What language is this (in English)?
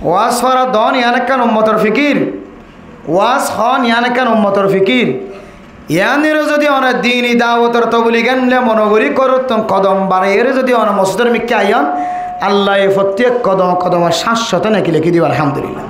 Rohingya